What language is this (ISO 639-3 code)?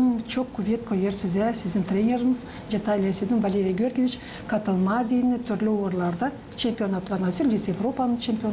gag